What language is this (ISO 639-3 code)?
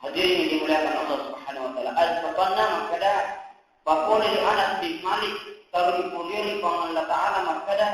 bug